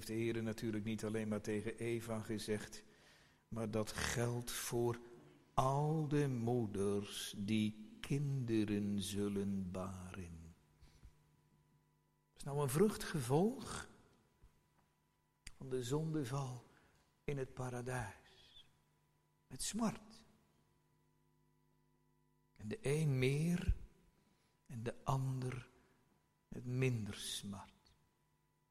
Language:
Dutch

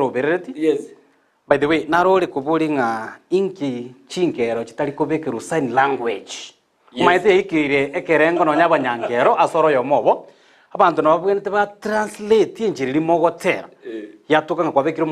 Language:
Gusii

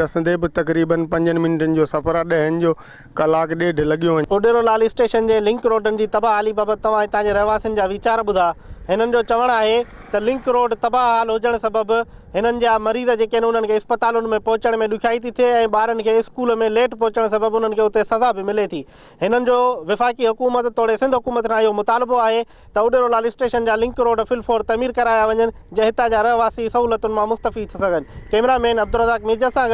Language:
Sindhi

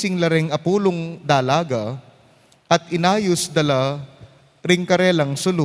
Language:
Pampanga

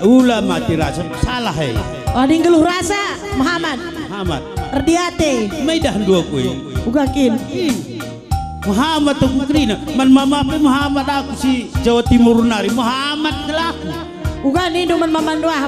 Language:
Batak Karo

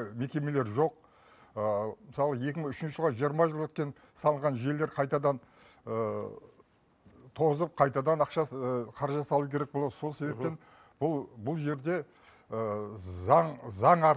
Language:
Kazakh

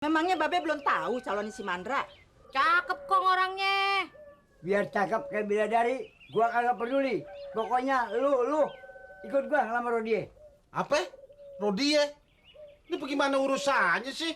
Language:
Betawi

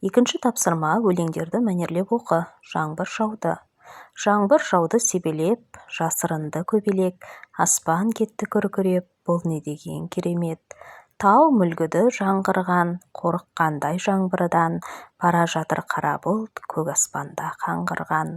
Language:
Kazakh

